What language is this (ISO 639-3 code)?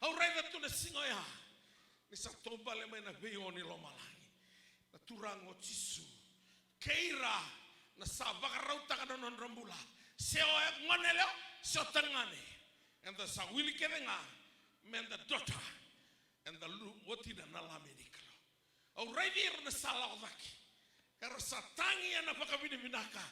fij